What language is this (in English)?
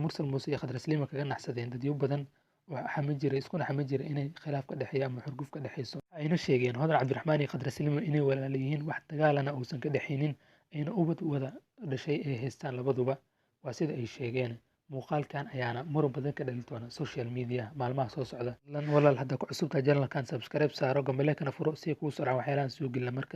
Somali